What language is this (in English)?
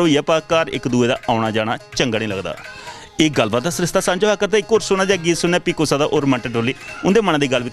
Dogri